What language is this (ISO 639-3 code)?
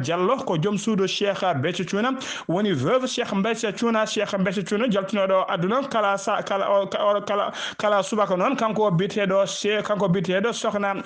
ful